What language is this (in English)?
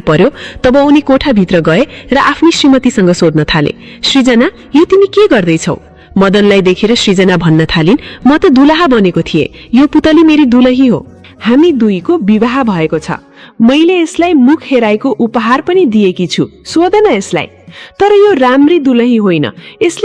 Nepali